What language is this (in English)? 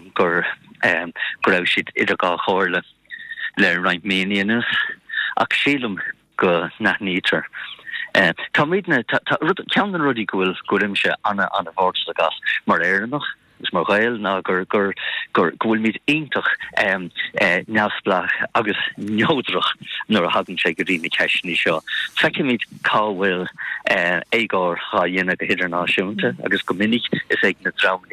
Irish